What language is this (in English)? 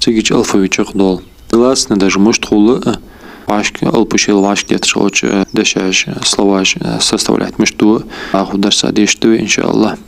Ingush